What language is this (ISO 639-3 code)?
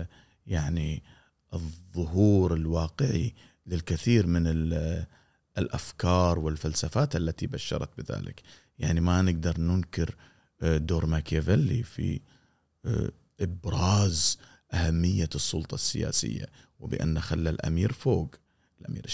afb